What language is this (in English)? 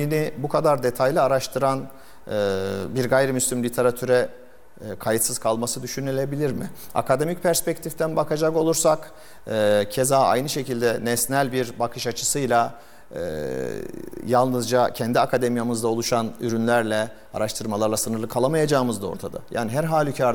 Turkish